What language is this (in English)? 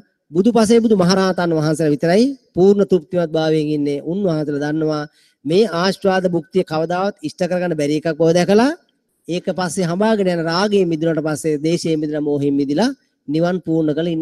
Sinhala